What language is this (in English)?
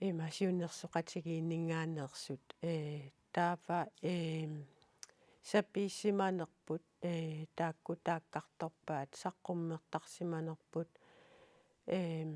Kalaallisut